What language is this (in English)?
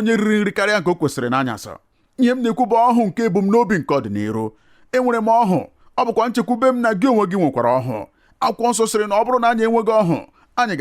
Igbo